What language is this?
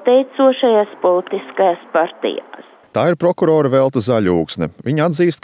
Latvian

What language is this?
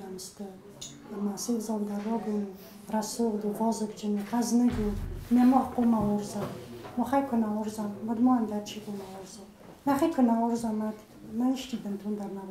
Ossetic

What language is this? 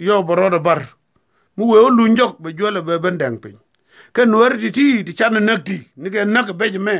Nuer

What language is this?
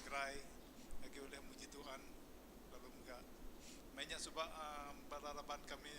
Iban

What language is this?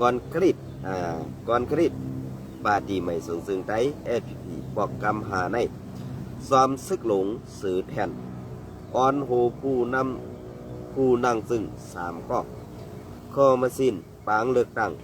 Shan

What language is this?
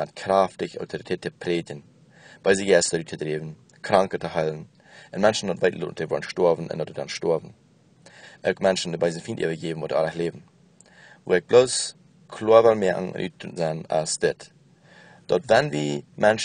Plautdietsch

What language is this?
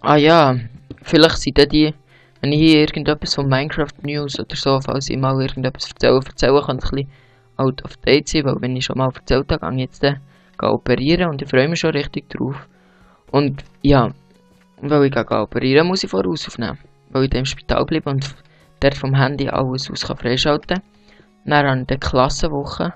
Swiss German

